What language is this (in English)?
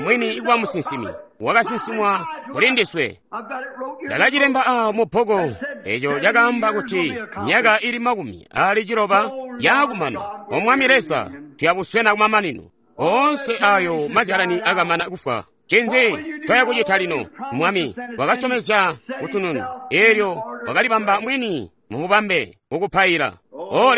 Tonga (Zambia)